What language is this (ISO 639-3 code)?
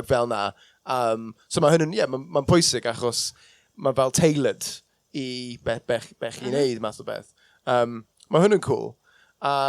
cym